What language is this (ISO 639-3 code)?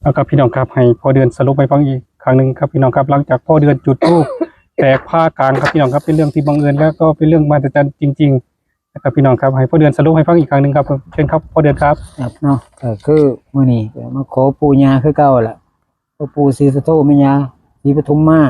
tts